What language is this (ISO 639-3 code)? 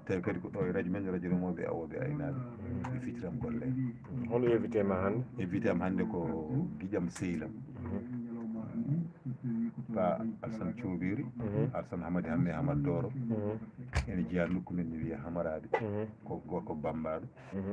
ful